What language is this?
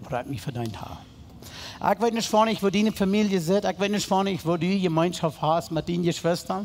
Plautdietsch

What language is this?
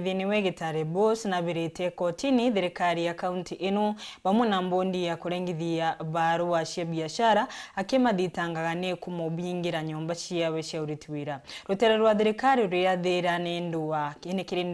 Meru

